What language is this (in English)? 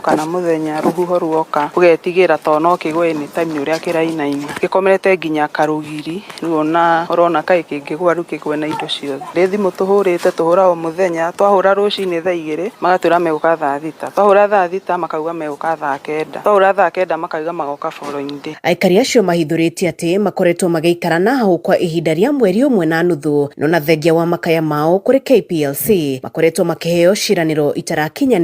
Kikuyu